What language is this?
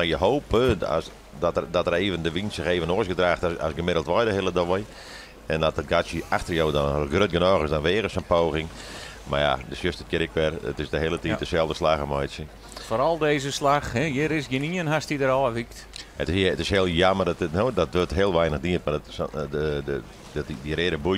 Western Frisian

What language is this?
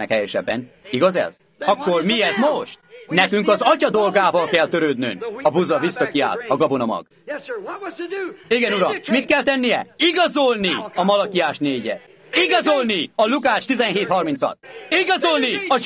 Hungarian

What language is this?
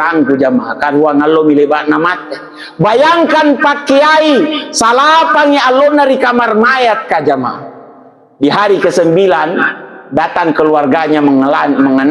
Makasar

